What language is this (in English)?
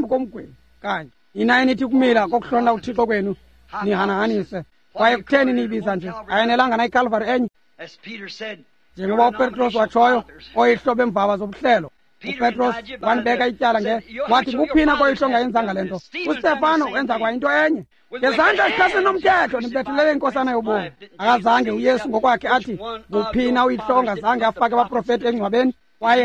Xhosa